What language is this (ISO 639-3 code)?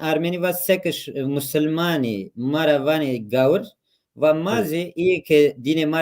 zza